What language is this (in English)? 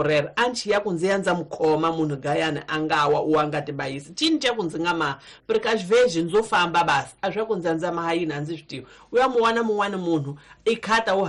Tsonga